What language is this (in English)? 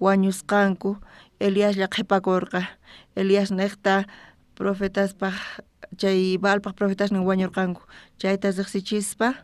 South Bolivian Quechua